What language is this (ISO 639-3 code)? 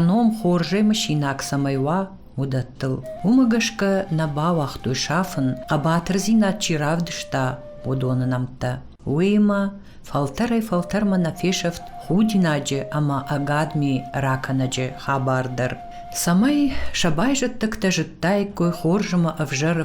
oss